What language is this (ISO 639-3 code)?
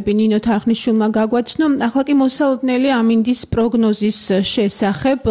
kat